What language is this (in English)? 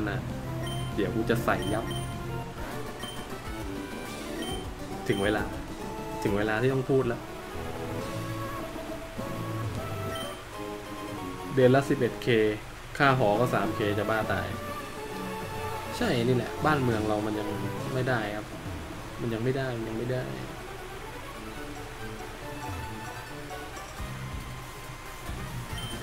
Thai